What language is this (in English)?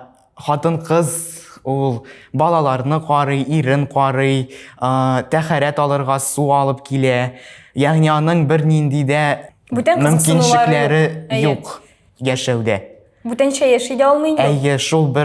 Tatar